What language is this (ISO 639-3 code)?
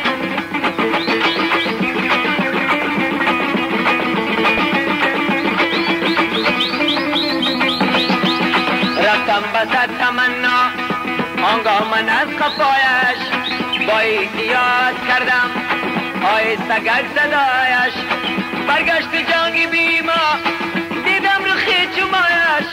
fas